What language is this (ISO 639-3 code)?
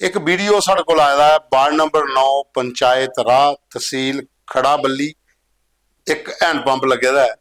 doi